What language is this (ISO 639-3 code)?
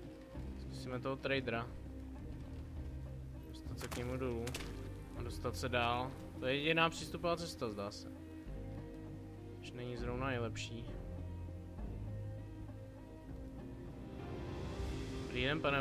ces